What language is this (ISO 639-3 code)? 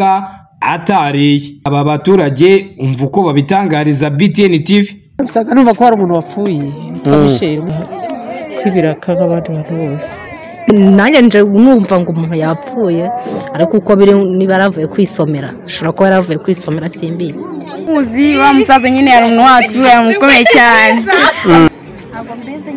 kin